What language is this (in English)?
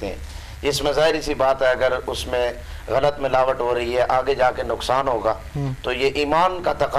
Urdu